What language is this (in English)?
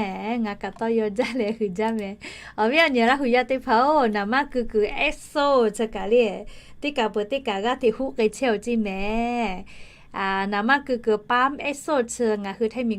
Lahu